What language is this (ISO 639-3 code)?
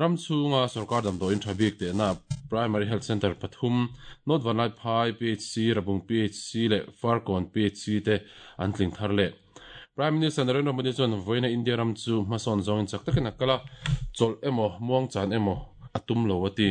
lus